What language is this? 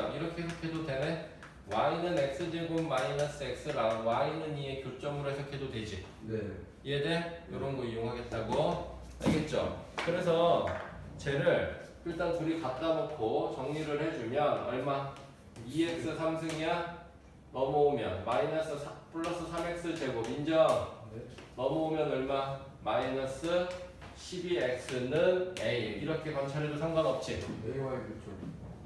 Korean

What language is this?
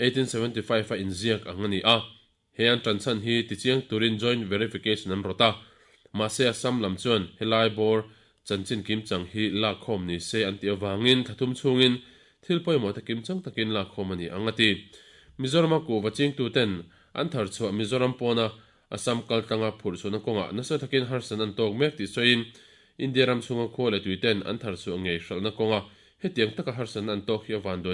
Mizo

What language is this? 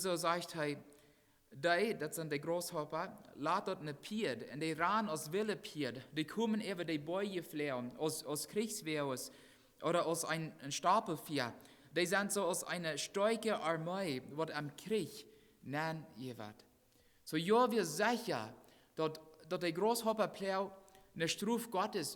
Plautdietsch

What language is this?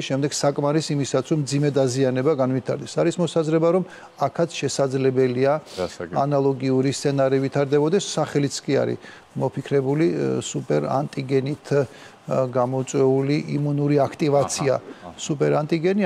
Georgian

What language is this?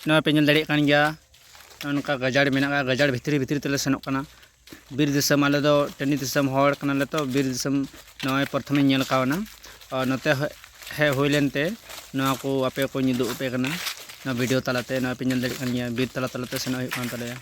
Santali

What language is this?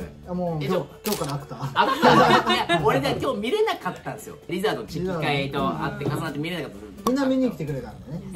Japanese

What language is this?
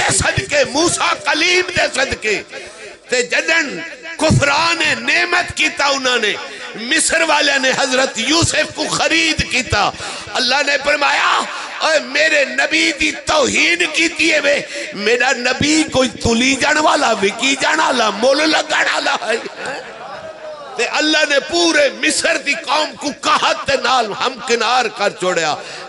Saraiki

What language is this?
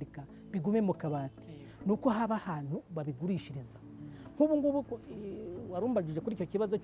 Kinyarwanda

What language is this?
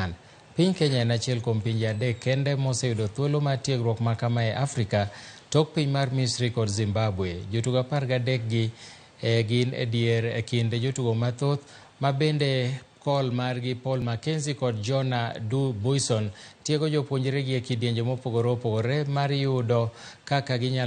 Luo (Kenya and Tanzania)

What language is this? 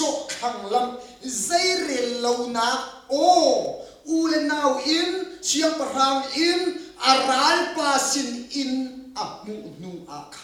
Hakha Chin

